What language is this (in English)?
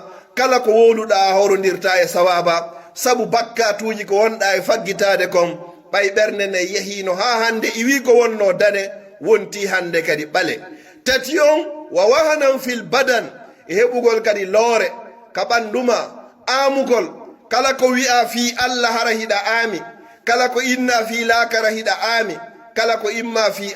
Pular